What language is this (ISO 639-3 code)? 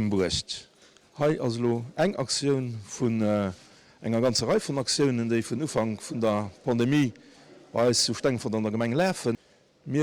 ltz